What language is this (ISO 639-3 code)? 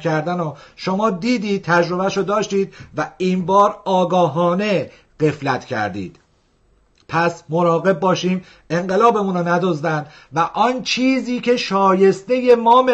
fas